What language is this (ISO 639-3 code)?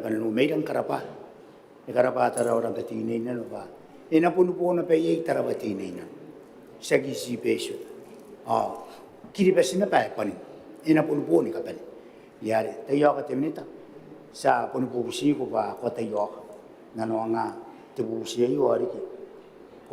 gil